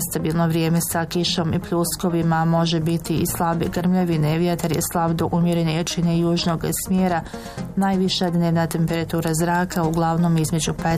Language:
Bosnian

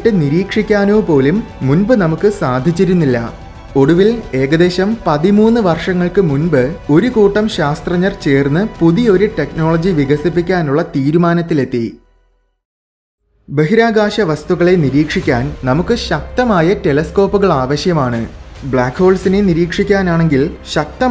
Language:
Malayalam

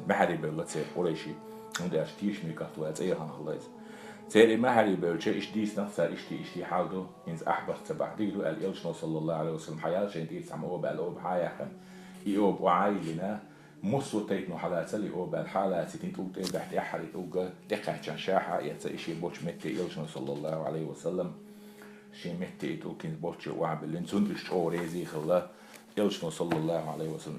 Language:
Chechen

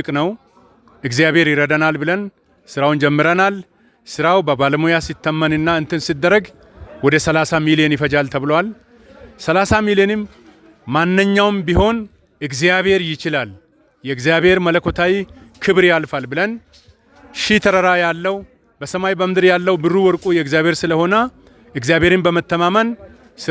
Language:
Amharic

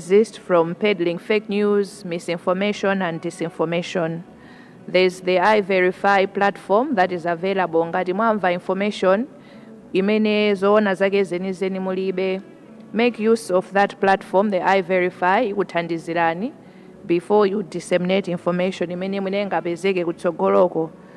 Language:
Nyanja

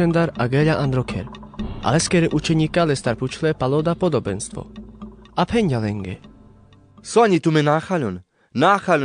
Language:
Carpathian Romani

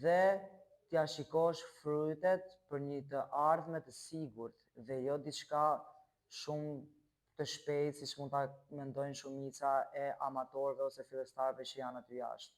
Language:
Albanian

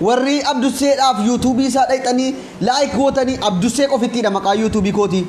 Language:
Oromo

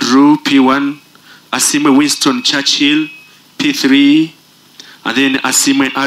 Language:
Nyoro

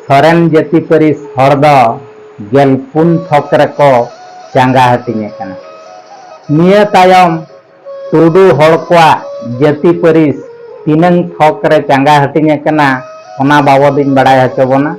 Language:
Santali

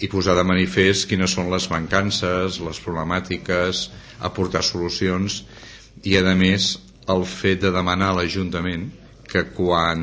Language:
Catalan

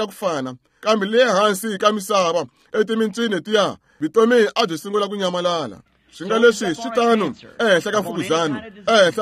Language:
Tsonga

